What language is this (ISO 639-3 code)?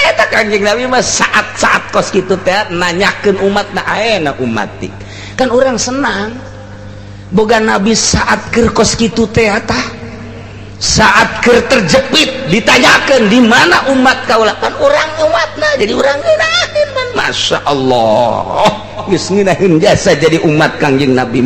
sun